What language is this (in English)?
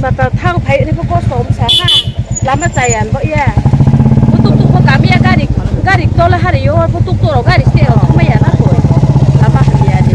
Riang (India)